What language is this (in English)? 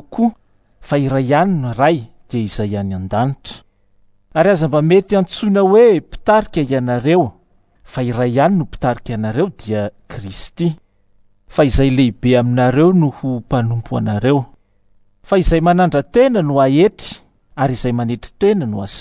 Malagasy